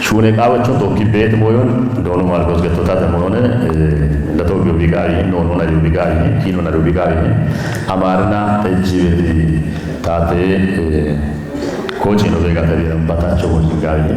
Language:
Kafa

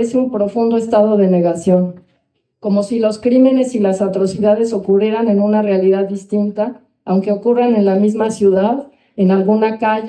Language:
Spanish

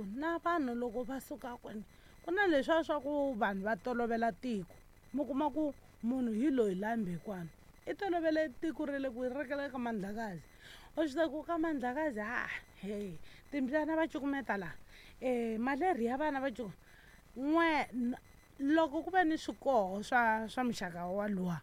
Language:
Tsonga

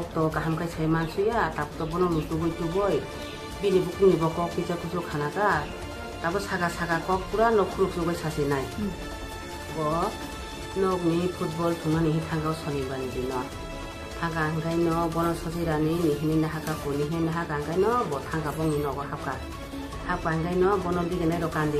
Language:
Kok Borok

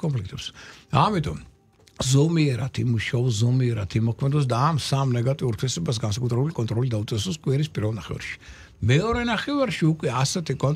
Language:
Georgian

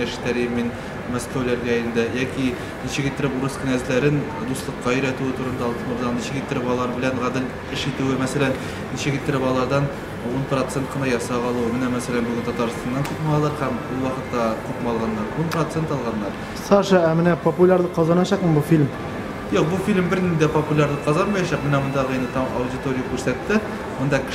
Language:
Tatar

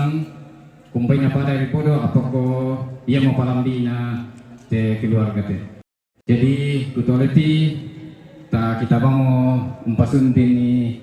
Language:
Toraja-Sa'dan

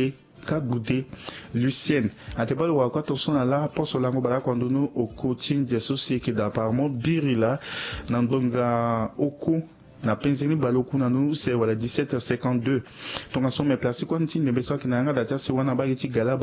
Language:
Sango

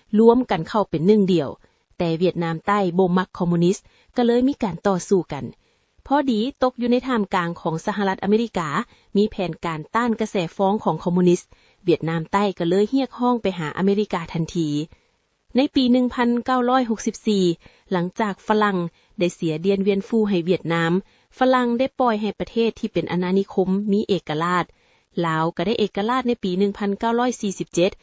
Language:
Lao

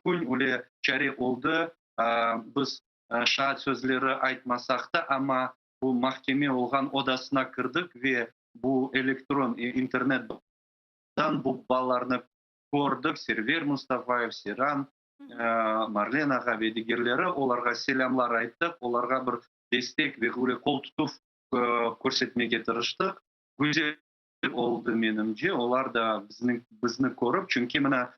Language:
Crimean Tatar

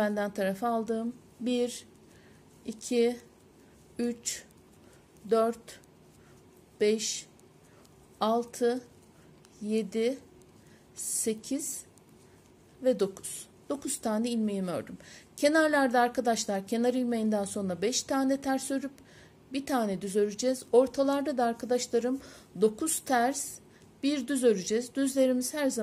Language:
Turkish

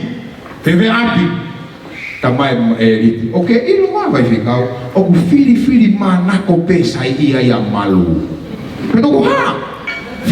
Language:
Tongan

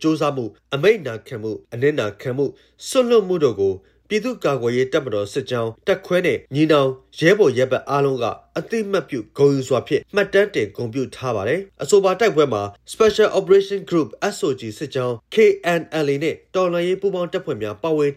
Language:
Burmese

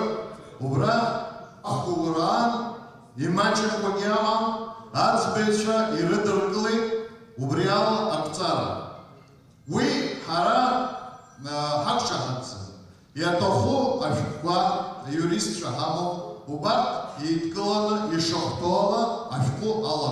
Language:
Abkhazian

